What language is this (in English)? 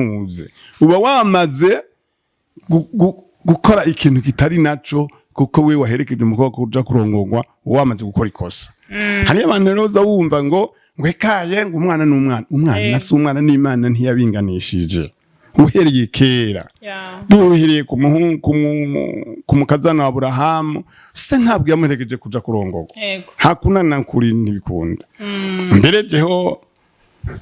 Rundi